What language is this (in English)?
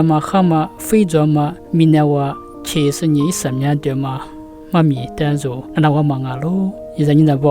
Lisu